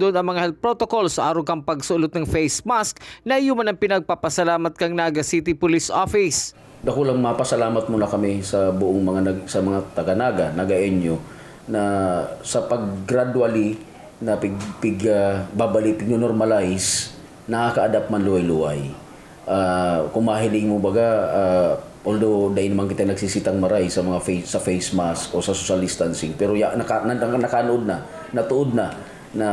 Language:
Bikol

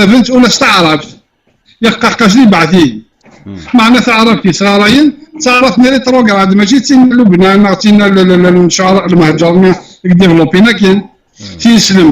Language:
Kabyle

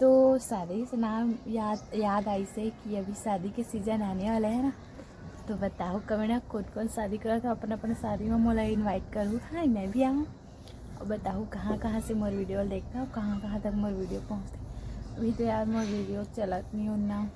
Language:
Chhattisgarhi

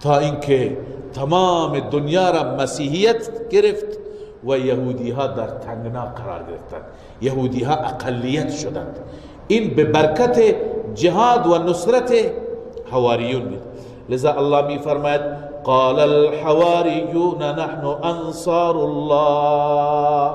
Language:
Persian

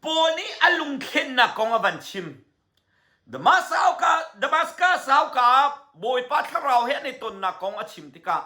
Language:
Hakha Chin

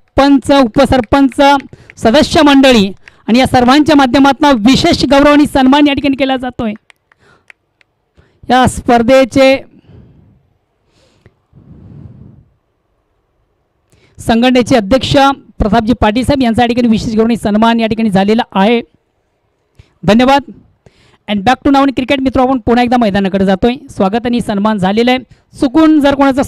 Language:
Marathi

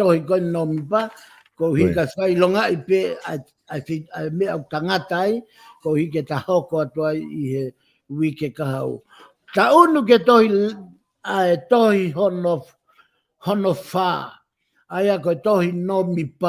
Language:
Tongan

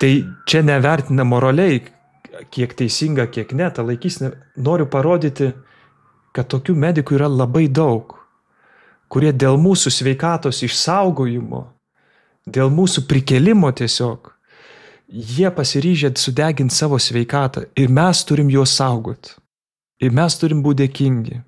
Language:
Lithuanian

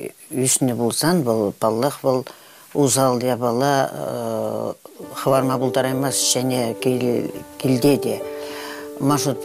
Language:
Chuvash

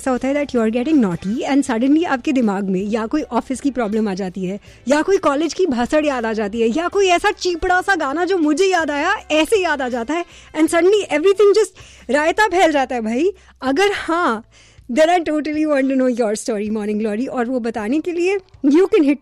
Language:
Hindi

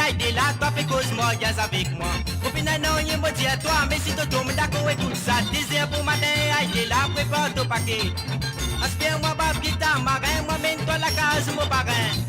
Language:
Morisyen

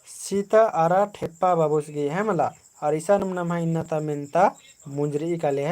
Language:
Kurukh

